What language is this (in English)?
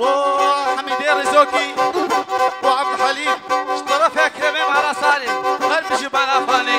Kurdish